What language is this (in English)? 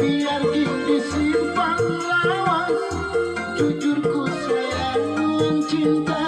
Banjar